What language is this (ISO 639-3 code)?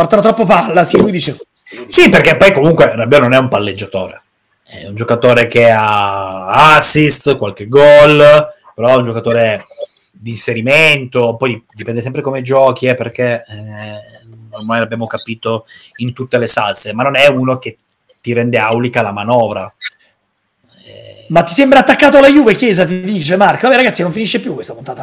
ita